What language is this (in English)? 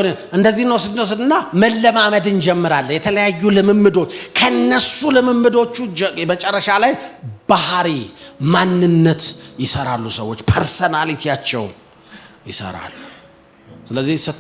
Amharic